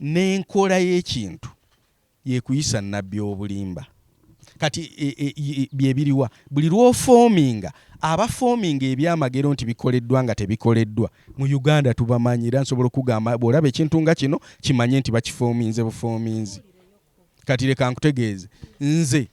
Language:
Ganda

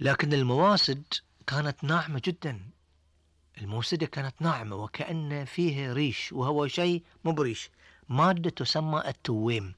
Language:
Gulf Arabic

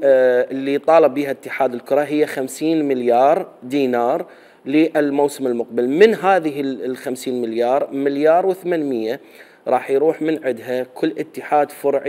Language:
Mesopotamian Arabic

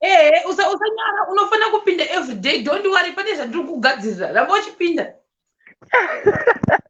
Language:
Shona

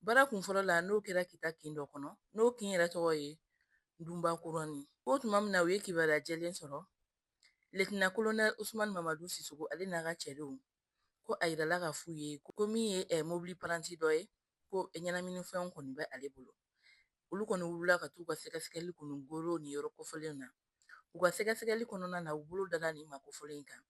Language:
Bambara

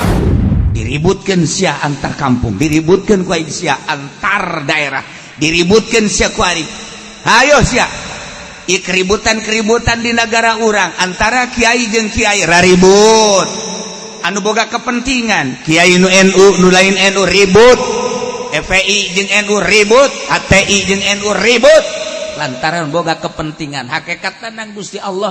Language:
Sundanese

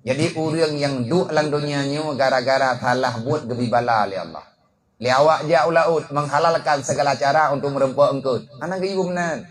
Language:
Achinese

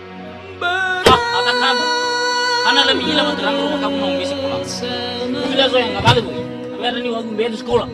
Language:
Nias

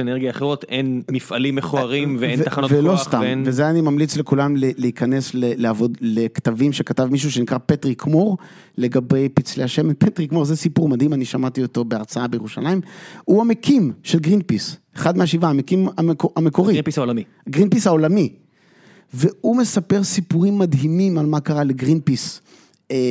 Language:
Hebrew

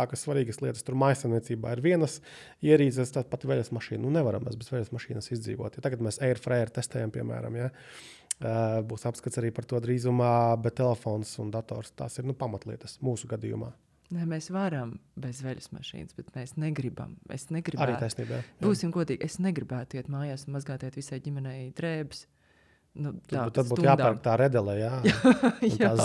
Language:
Latvian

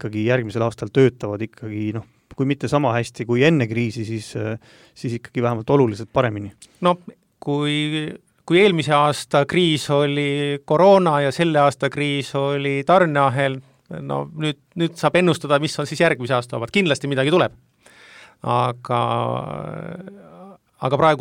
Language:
Estonian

